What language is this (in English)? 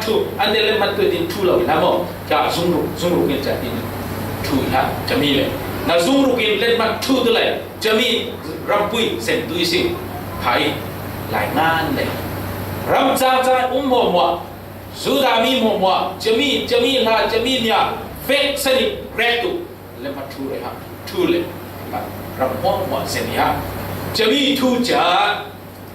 Falam Chin